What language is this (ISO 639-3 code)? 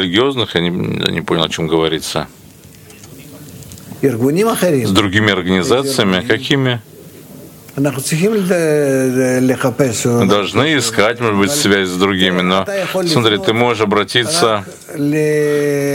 rus